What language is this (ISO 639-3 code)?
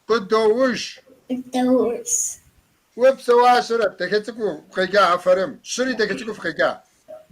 kbd